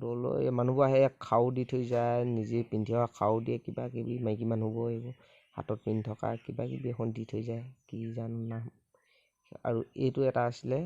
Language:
Assamese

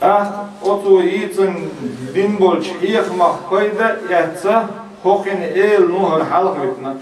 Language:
Chechen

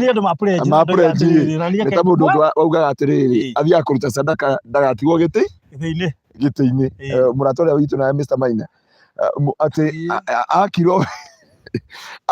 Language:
Kikuyu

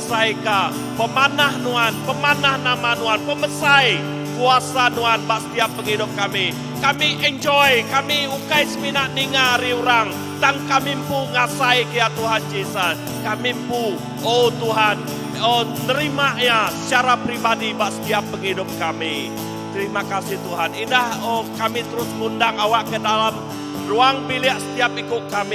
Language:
Iban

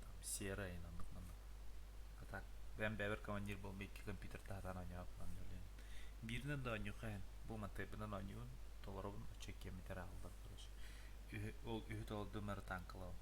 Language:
Yakut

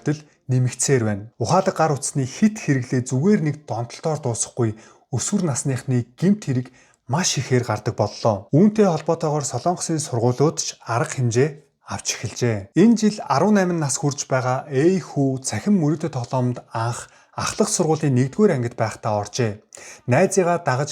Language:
Mongolian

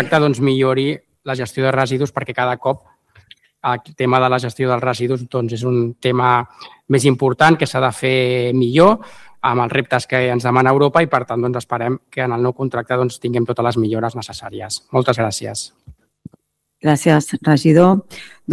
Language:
Catalan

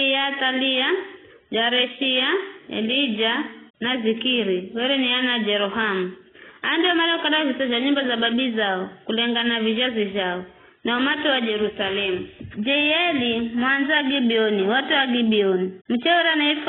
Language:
Giryama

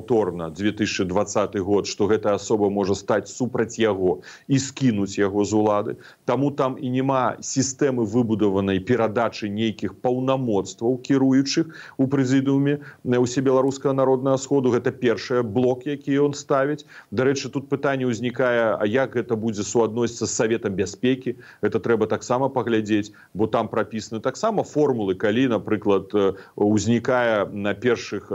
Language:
Belarusian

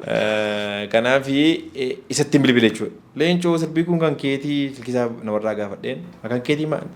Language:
Oromo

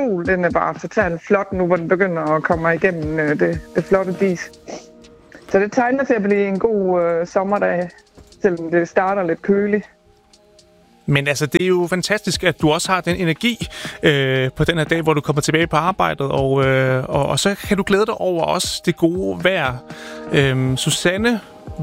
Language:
Danish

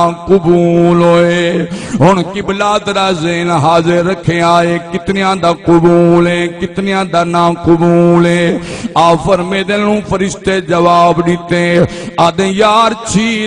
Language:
Saraiki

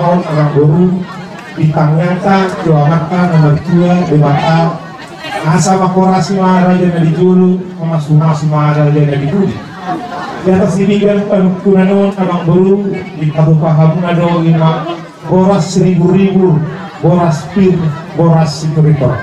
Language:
Batak Toba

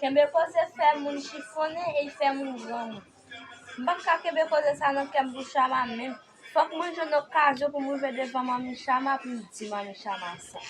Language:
Haitian Creole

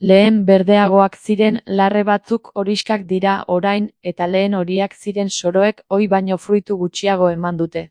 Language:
Basque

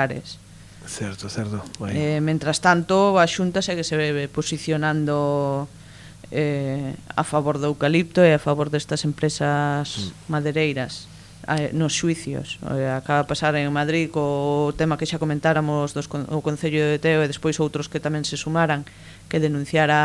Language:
Galician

